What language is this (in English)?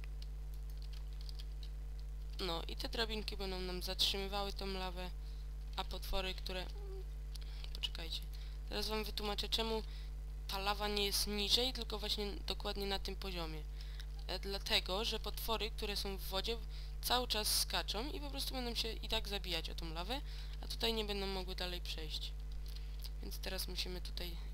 Polish